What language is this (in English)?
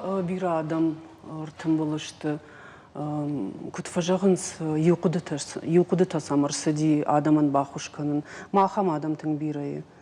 Ossetic